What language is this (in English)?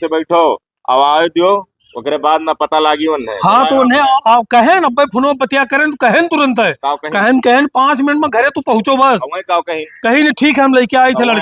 Awadhi